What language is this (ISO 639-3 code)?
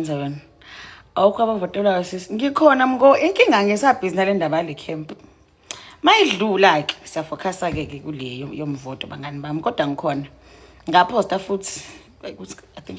zul